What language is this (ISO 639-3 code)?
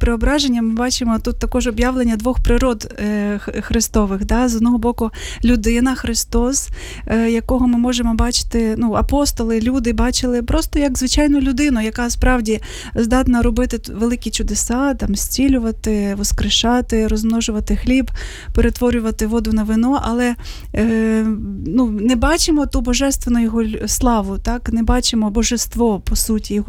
ukr